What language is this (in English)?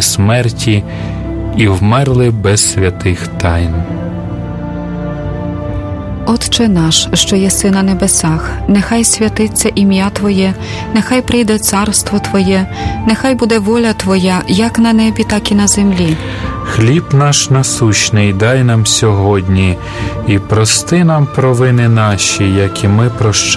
Ukrainian